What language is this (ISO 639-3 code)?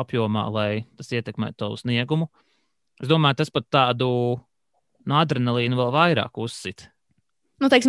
lav